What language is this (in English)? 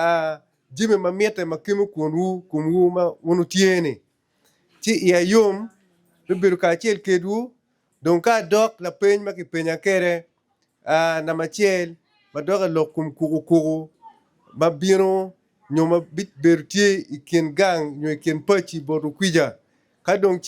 Acoli